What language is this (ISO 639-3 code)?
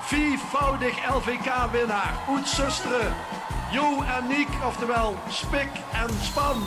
lim